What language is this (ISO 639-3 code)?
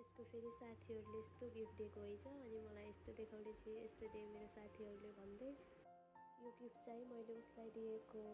nep